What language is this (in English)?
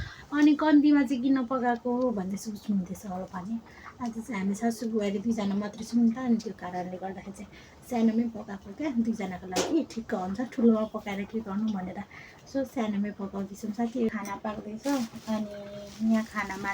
Nepali